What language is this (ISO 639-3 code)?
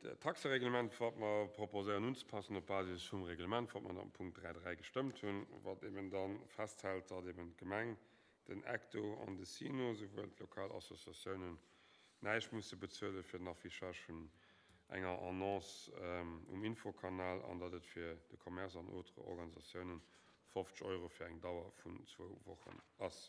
ltz